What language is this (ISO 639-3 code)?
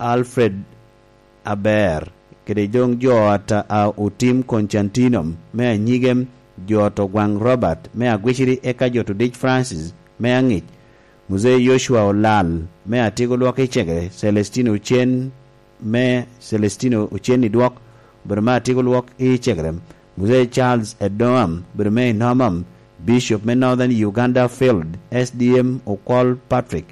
laj